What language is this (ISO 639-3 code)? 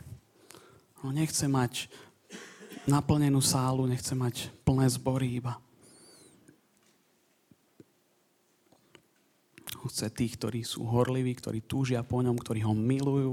slk